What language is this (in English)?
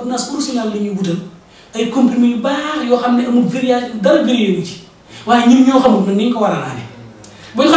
Wolof